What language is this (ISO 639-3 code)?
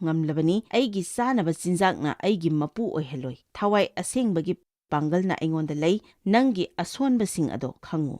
mni